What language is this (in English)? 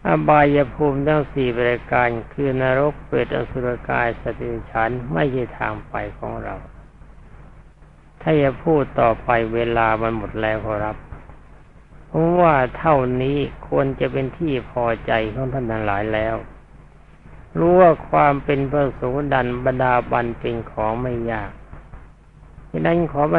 Thai